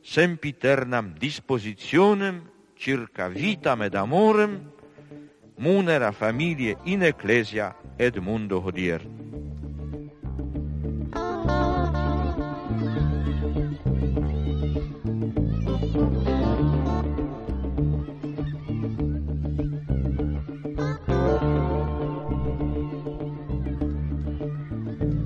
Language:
Italian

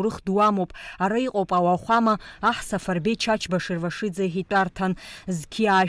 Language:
Abkhazian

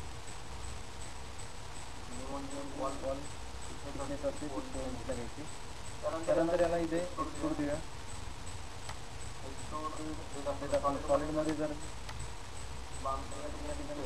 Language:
Marathi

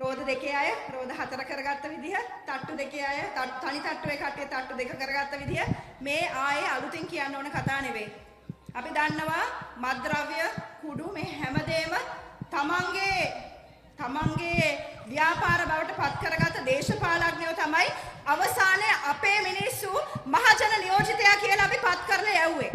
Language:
Sinhala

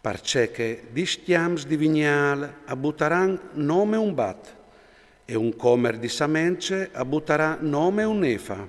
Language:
Friulian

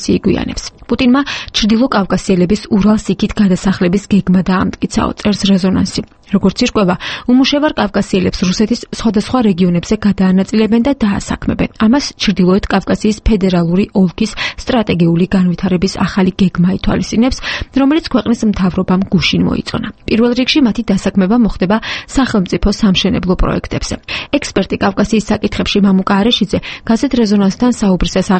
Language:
Georgian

